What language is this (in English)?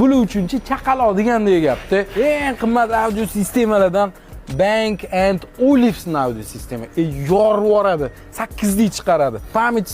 Uzbek